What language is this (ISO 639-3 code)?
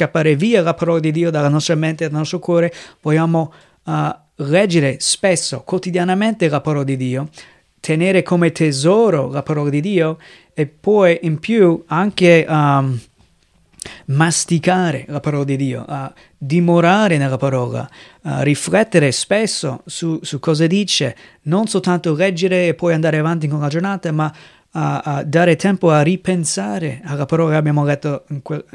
ita